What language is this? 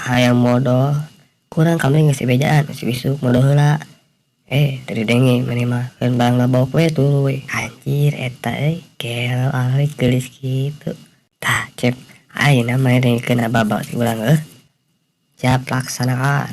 Sundanese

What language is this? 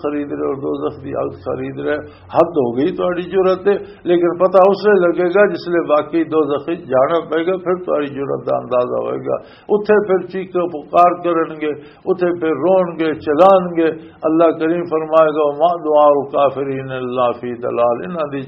Western Panjabi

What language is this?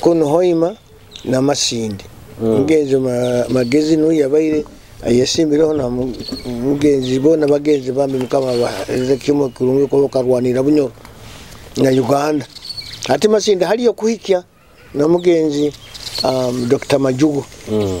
Nyoro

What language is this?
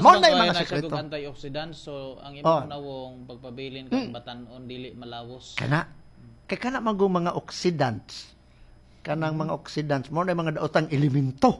Cebuano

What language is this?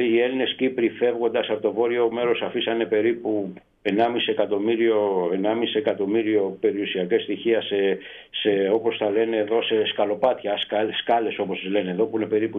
Greek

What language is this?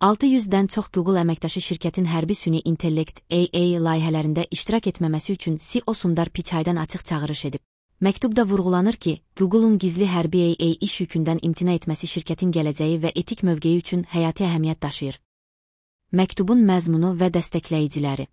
Azerbaijani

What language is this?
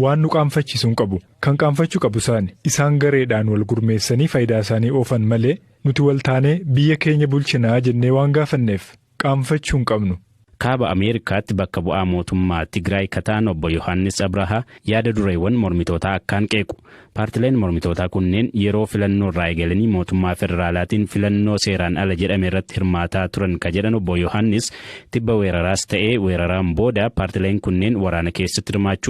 Oromo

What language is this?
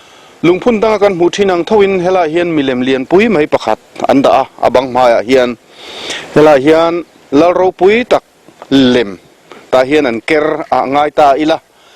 Mizo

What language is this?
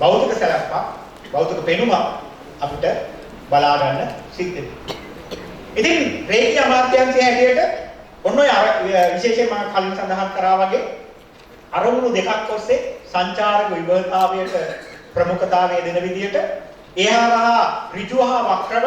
Sinhala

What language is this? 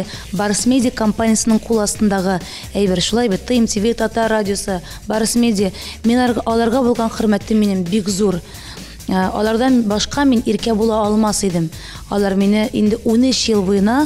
Tatar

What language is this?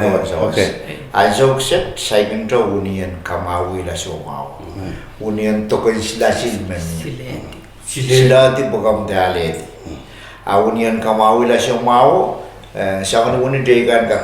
Pohnpeian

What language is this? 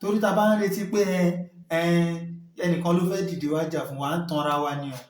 Yoruba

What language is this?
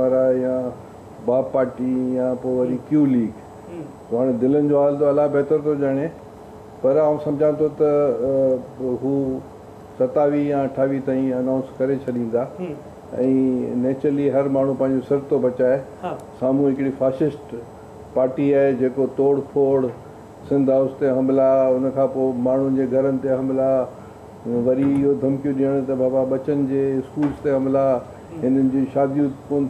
Sindhi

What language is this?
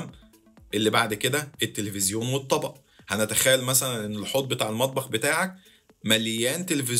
Egyptian Arabic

